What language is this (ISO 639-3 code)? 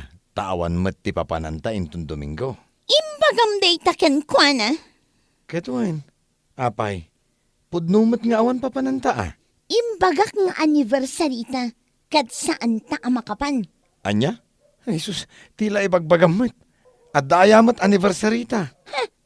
ilo